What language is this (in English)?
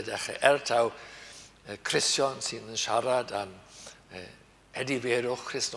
Welsh